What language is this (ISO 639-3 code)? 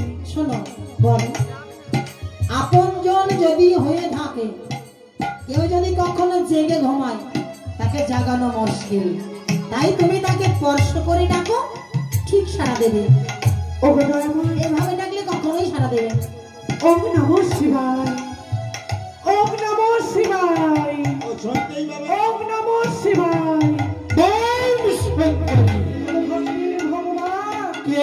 ben